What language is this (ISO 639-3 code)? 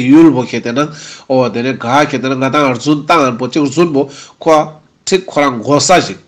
lbj